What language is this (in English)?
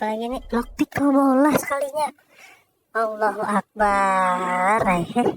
Banjar